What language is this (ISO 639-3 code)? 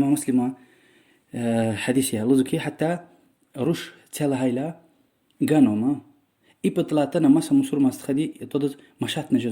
lez